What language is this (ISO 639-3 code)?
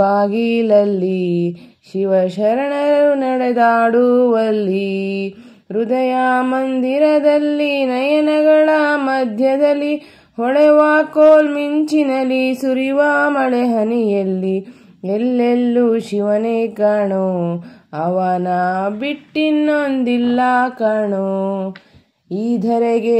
kan